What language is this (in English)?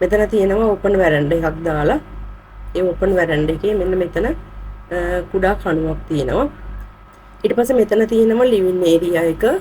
Sinhala